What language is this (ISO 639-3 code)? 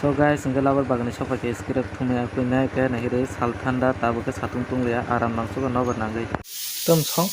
trp